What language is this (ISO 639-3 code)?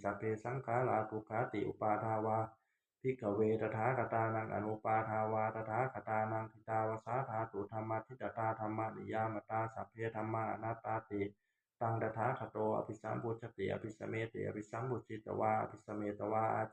pli